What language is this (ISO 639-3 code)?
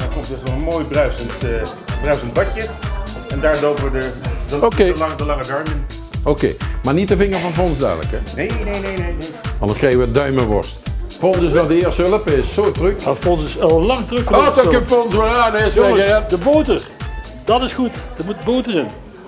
lim